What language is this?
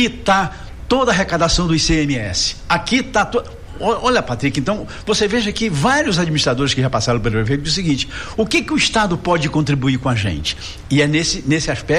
Portuguese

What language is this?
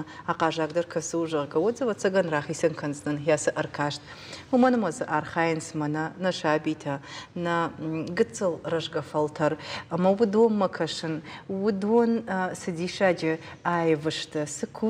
Ossetic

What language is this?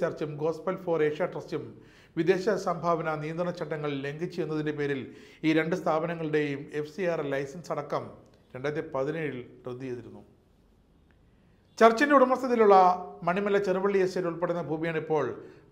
Malayalam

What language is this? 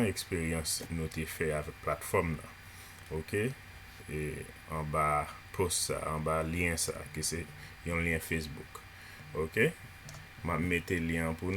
Haitian Creole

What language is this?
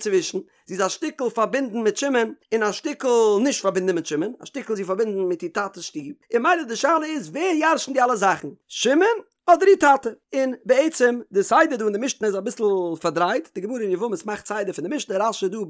Yiddish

